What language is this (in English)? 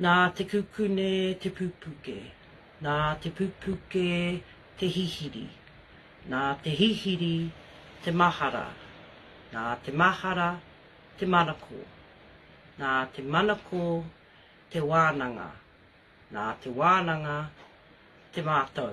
Māori